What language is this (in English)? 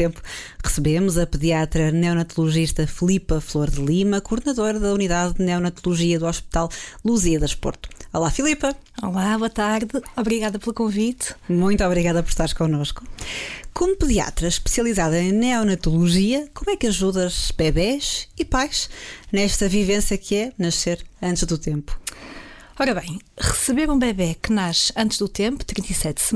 Portuguese